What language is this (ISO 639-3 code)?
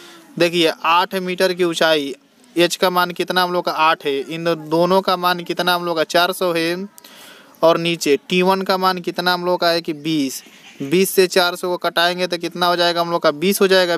hin